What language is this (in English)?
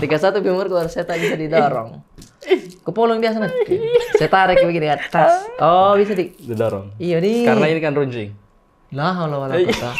Makassar Malay